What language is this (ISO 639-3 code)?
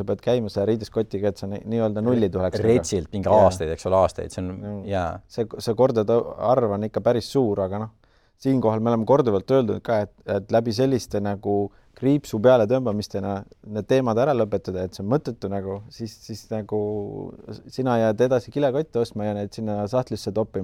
est